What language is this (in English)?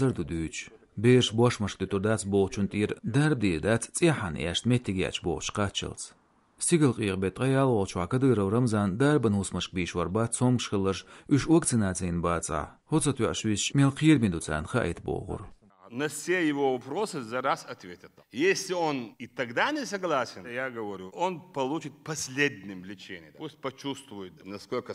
Chechen